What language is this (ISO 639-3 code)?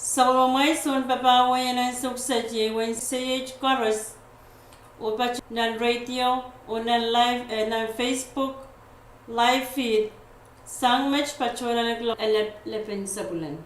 pon